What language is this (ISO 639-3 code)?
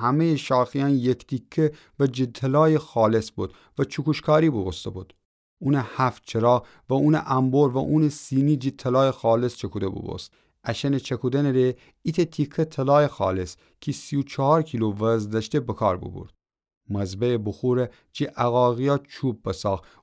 glk